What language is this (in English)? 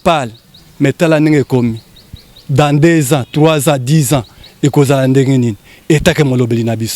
Lingala